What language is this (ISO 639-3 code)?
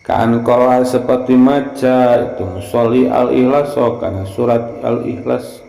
sun